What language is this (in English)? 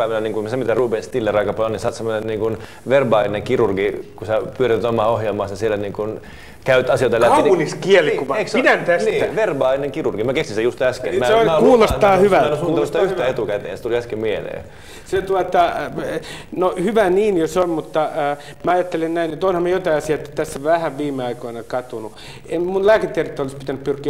Finnish